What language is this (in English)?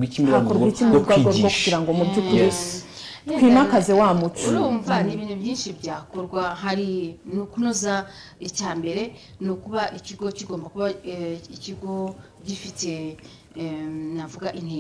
Kinyarwanda